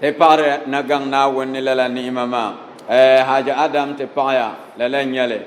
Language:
Dagbani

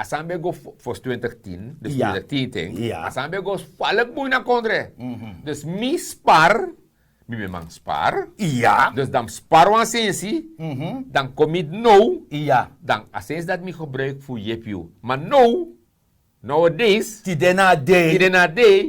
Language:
Sranan Tongo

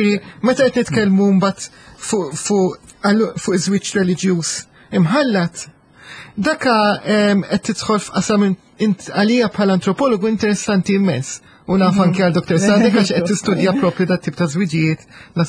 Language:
Maltese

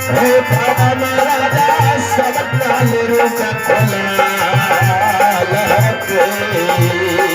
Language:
Maithili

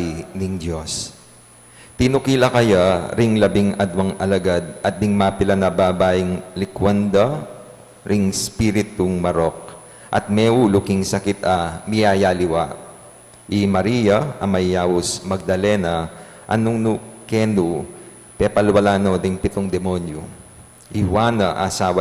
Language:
Pampanga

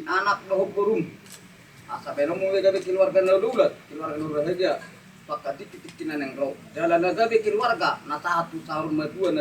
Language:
Batak Toba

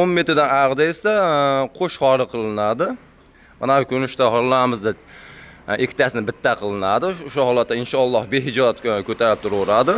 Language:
Uzbek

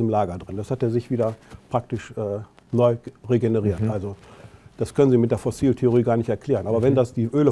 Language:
German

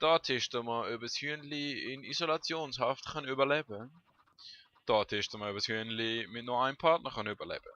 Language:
Swiss German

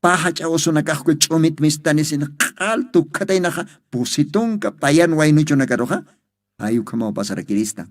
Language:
Aymara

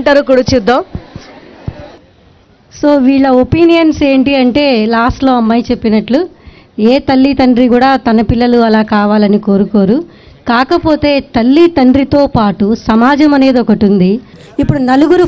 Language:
Telugu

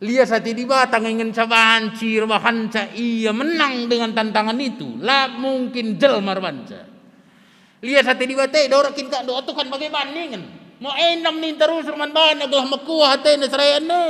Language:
Batak Karo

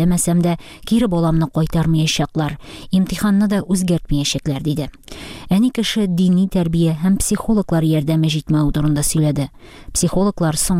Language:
Tatar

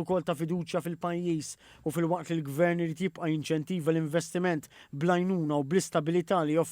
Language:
Maltese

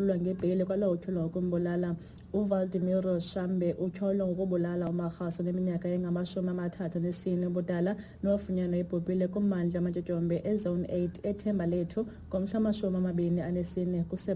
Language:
Xhosa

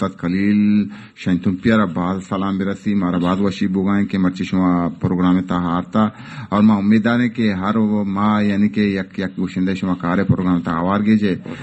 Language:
Baluchi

